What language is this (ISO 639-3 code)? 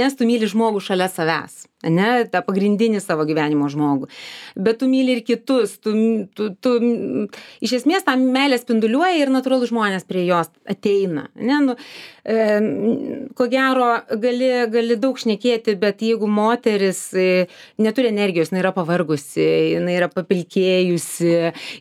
lit